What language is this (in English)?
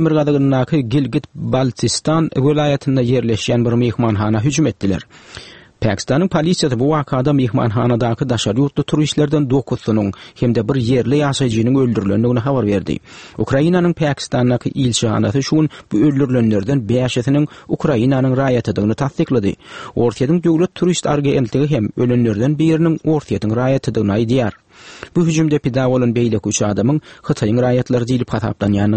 Turkmen